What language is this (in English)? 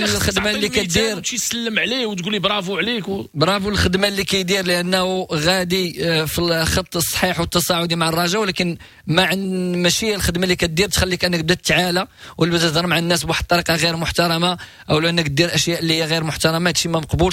Moroccan Arabic